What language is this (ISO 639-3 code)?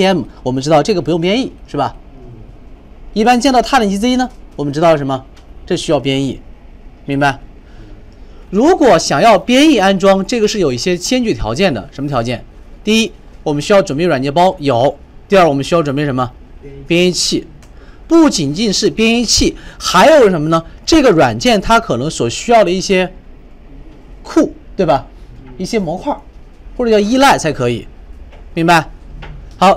zho